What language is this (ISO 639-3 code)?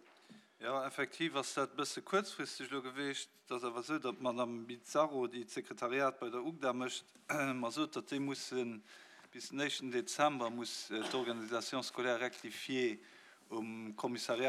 ltz